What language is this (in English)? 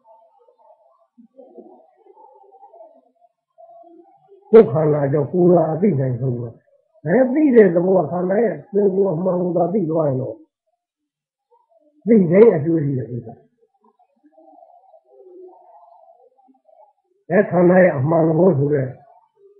Burmese